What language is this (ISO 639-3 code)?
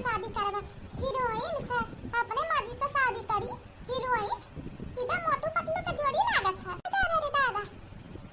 awa